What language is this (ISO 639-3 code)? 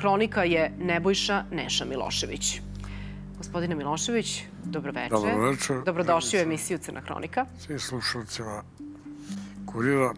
srp